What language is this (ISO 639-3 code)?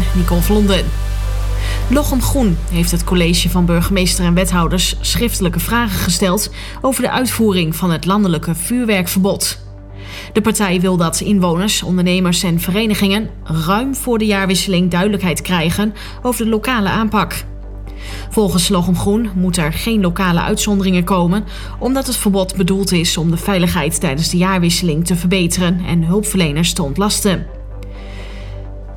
nld